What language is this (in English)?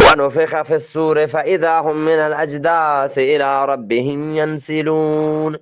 Eastern Balochi